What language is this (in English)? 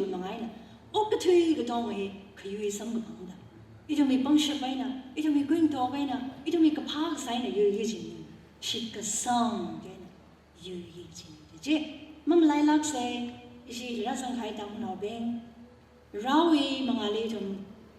Tangkhul Naga (India)